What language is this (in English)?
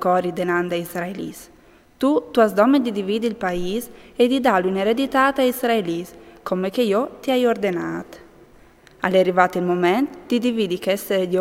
Friulian